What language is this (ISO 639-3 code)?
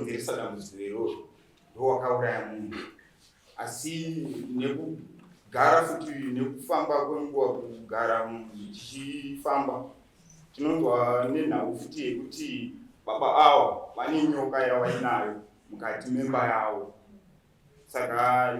sna